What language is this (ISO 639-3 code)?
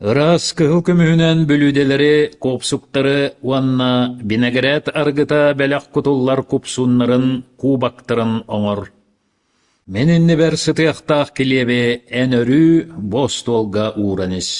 sah